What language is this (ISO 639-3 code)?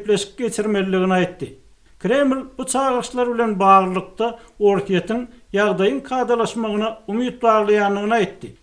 tuk